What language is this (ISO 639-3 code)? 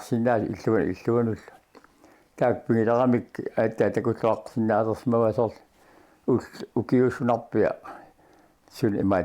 kal